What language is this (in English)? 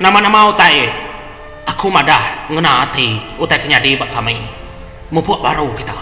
Iban